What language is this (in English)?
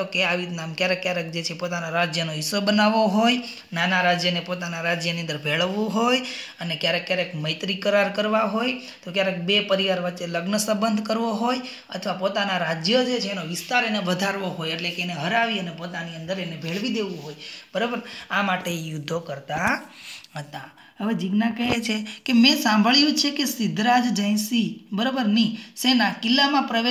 Gujarati